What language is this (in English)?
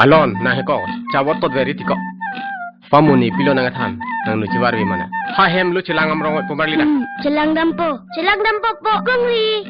Karbi